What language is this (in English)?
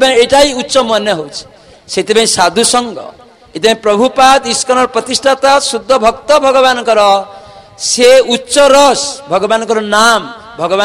Odia